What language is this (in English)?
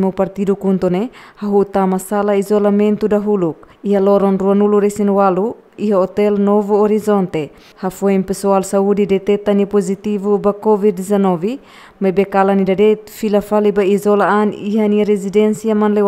Tetum